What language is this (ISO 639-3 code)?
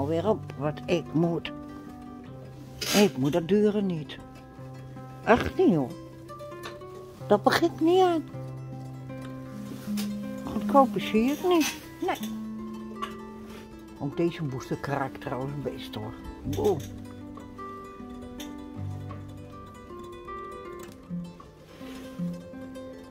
nld